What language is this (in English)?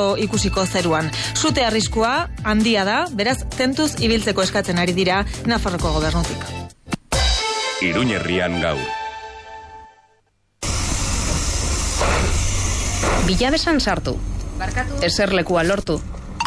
Basque